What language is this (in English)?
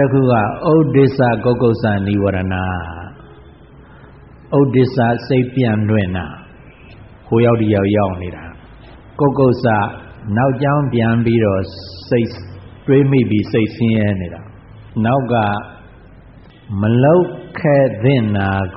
Burmese